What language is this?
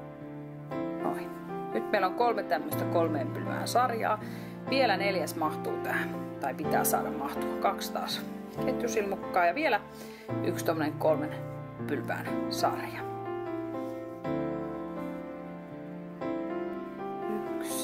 Finnish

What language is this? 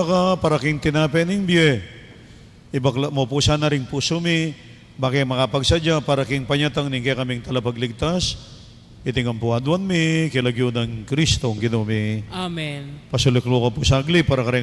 Pampanga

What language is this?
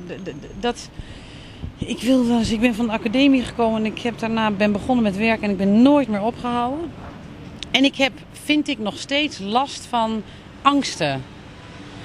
Dutch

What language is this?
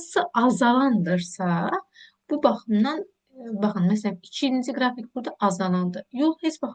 Azerbaijani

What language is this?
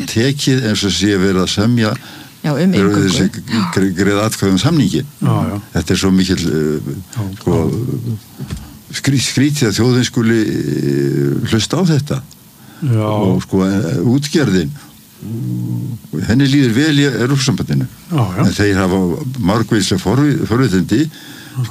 Icelandic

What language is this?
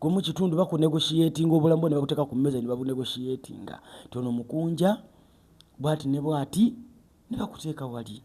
Ganda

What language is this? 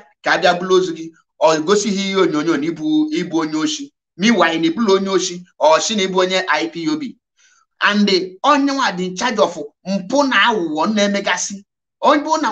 Igbo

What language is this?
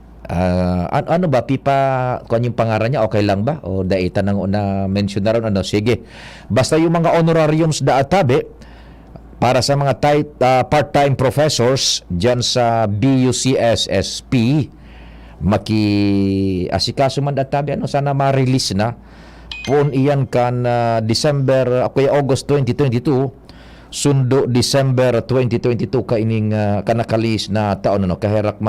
Bikol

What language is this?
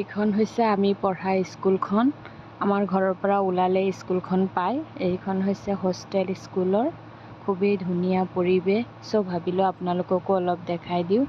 Assamese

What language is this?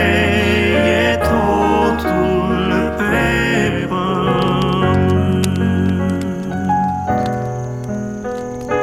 Romanian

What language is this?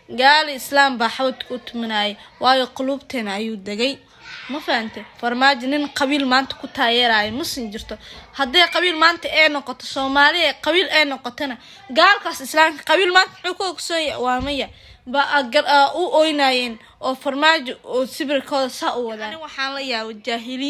Somali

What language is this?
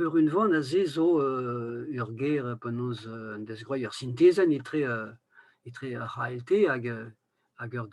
Breton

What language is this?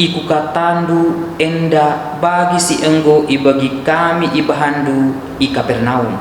Batak Karo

